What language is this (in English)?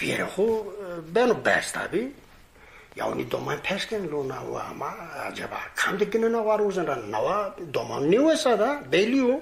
Zaza